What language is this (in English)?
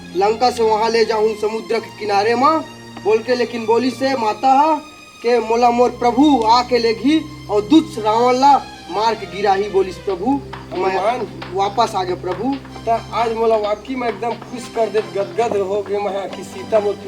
Chhattisgarhi